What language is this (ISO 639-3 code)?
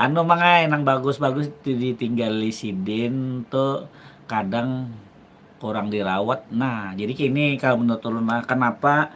bjn